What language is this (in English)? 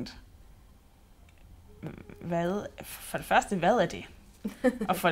Danish